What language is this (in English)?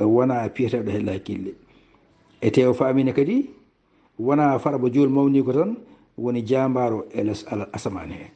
Fula